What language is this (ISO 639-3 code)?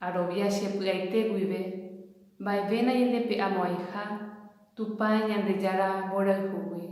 grn